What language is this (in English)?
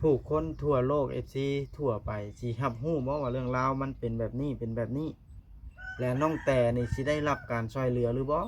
Lao